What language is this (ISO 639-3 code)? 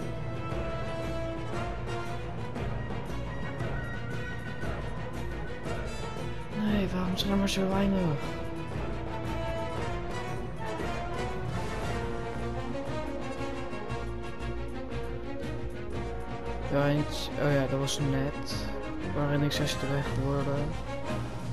nld